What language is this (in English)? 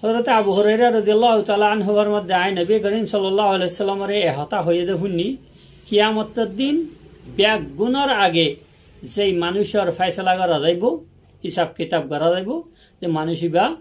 Rohingya